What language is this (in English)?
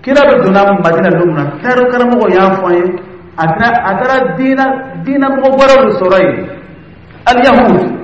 Dyula